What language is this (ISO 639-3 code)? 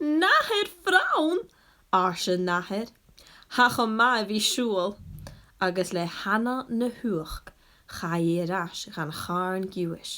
gla